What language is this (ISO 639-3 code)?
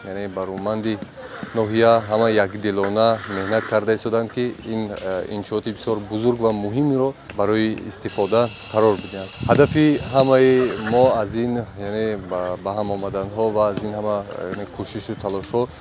tgk